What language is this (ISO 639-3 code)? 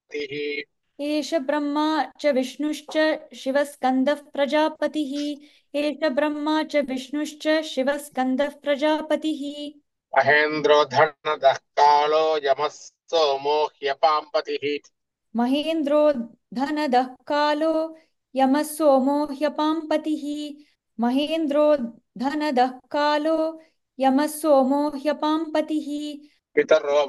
san